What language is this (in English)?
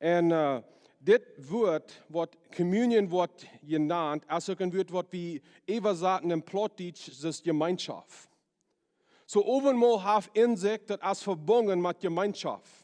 Plautdietsch